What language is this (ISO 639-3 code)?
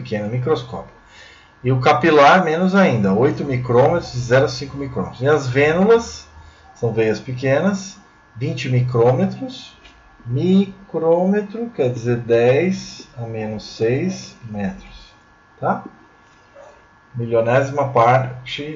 por